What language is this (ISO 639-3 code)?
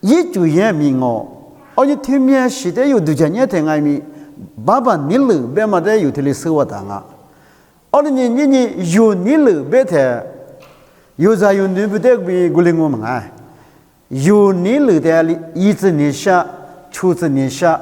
lis